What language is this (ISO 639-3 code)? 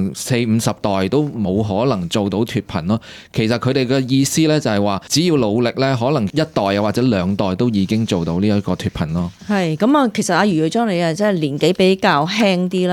yue